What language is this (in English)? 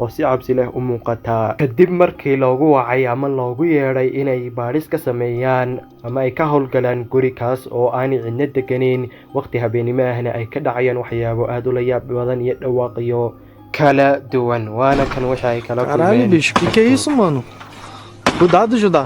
Somali